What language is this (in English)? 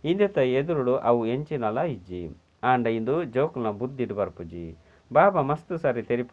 Tulu